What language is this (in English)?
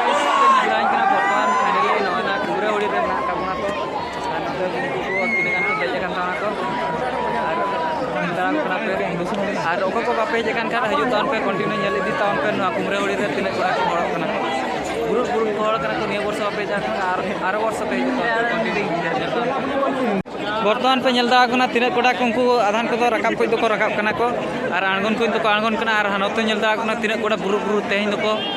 Santali